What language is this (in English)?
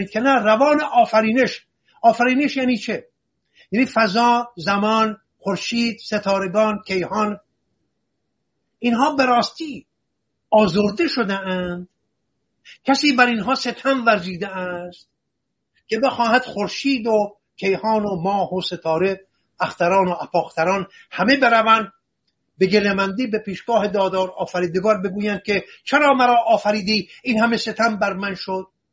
Persian